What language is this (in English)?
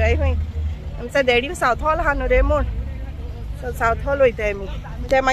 Konkani